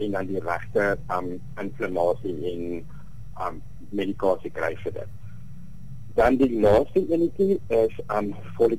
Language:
Afrikaans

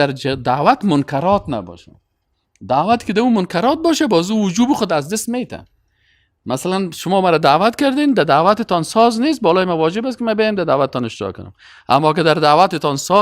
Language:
Persian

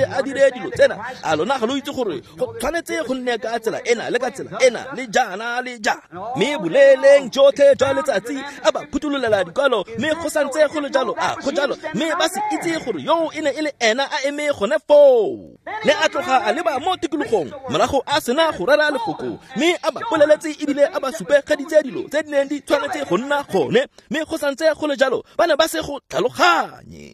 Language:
Tswana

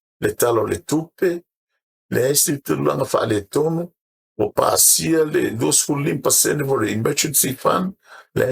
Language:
Samoan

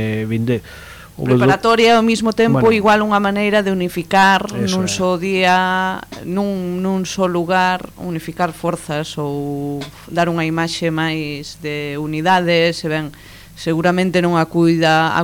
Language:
Galician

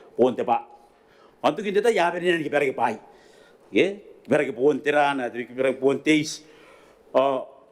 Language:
Gilbertese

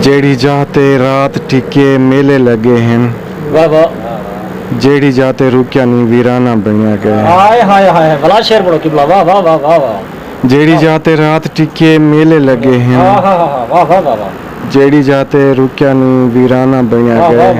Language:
Saraiki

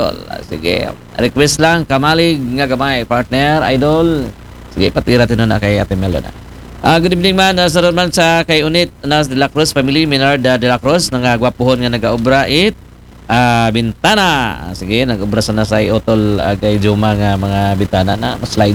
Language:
Aklanon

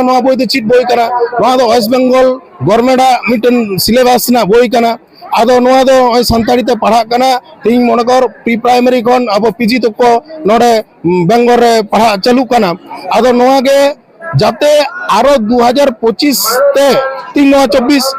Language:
Santali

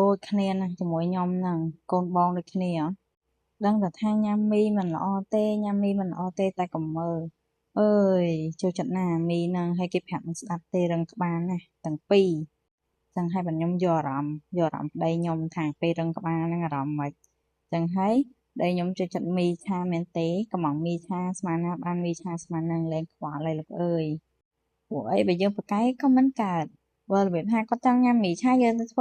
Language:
Khmer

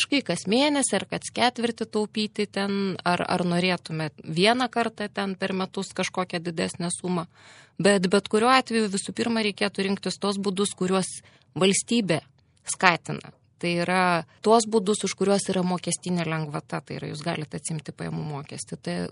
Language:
Lithuanian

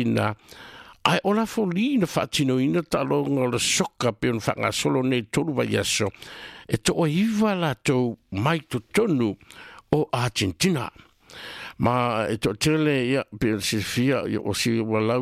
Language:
Samoan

